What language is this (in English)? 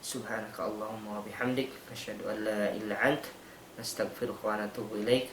Tausug